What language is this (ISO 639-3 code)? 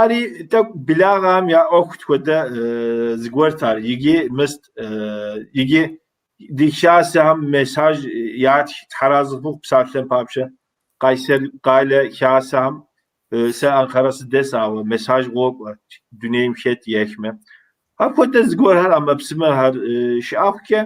kbd